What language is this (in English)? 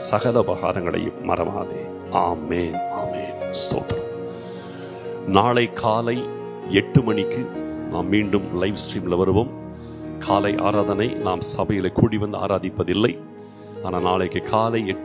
Tamil